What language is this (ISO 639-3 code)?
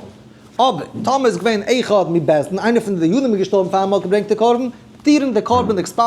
yid